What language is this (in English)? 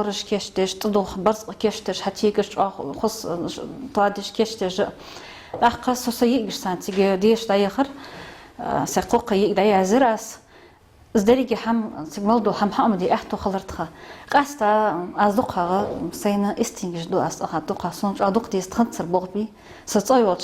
Ingush